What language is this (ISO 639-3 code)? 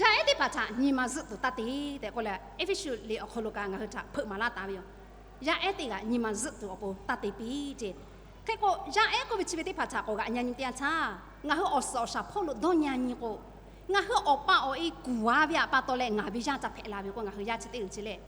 lhu